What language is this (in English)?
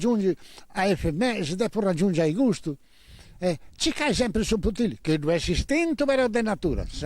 Sardinian